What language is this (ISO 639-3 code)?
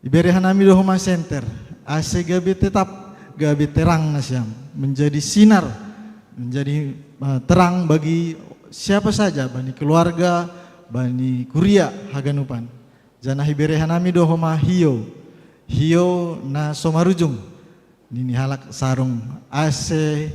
bts